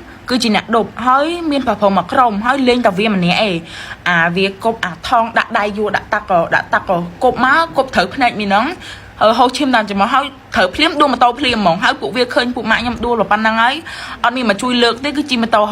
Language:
Khmer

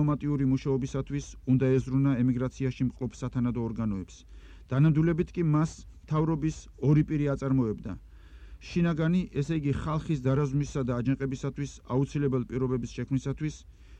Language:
Georgian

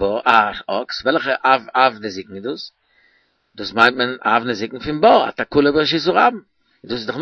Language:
Yiddish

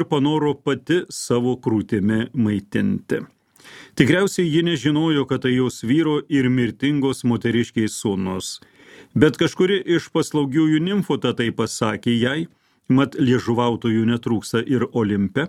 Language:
Lithuanian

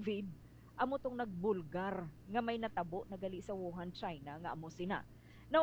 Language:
Hiligaynon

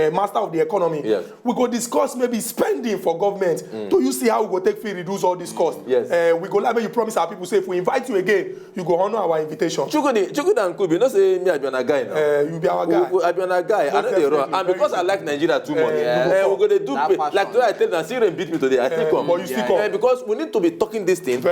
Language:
Nigerian Pidgin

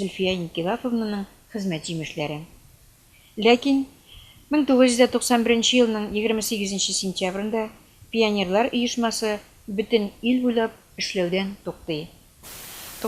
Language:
Tatar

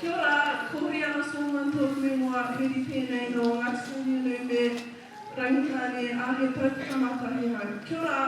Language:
Māori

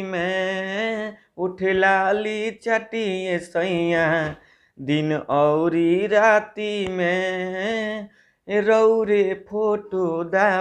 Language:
Bhojpuri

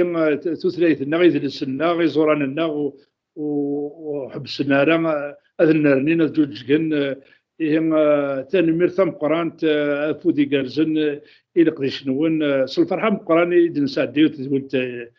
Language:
Kabyle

